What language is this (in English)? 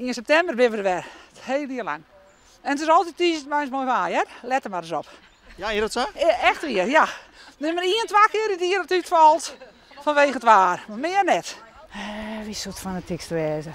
Western Frisian